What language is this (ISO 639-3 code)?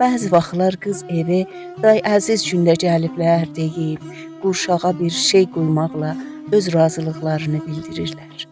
azb